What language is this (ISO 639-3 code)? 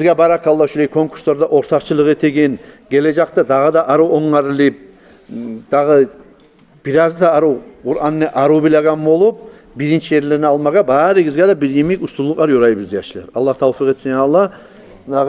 kum